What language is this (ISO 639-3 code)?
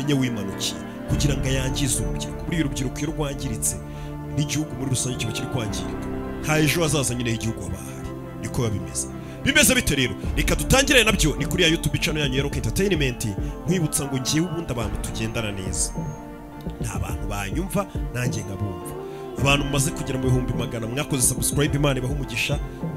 kin